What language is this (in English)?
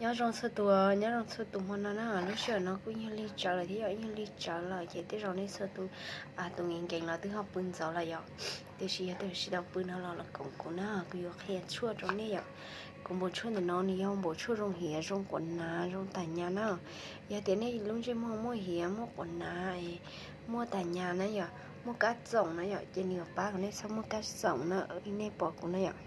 Hmong